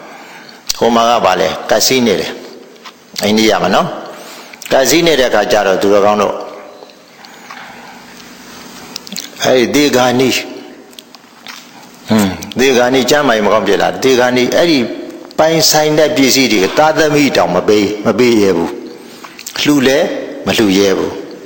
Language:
Burmese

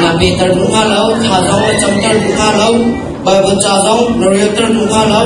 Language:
Hakha Chin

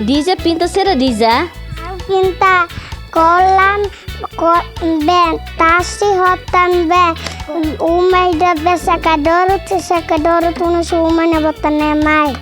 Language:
Tetum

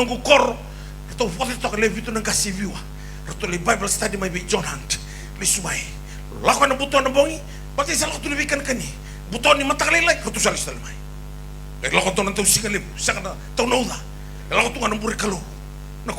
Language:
Fijian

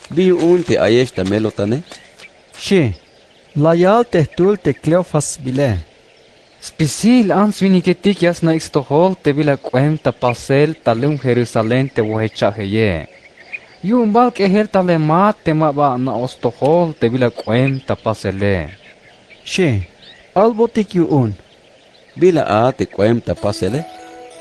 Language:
Tzeltal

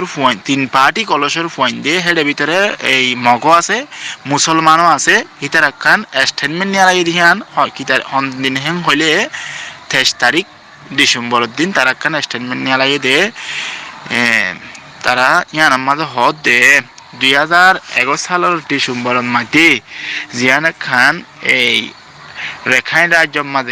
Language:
Rohingya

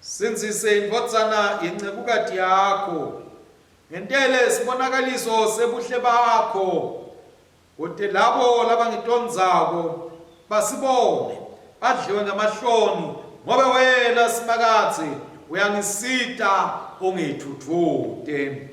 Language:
Swati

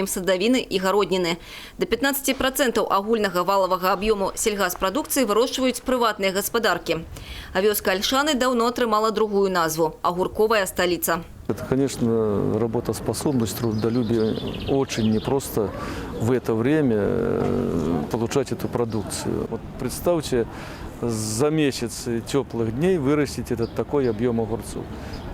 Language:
Belarusian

